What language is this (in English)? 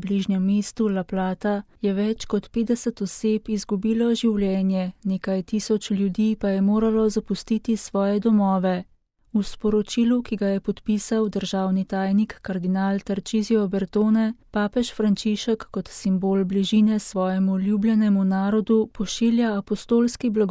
Slovenian